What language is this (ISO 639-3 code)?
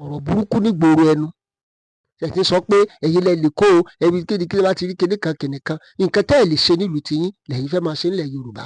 yor